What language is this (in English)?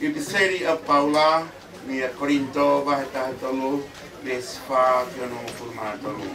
Tongan